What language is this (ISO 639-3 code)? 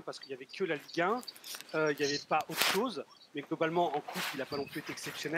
fra